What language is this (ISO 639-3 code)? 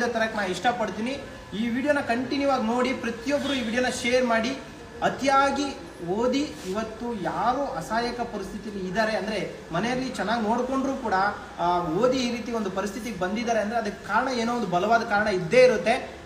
kan